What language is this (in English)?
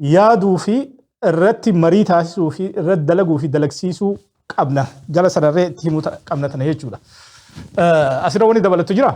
Oromo